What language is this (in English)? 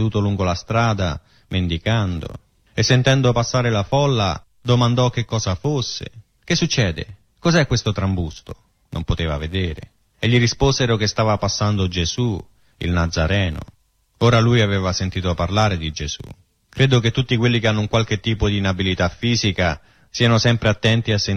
Italian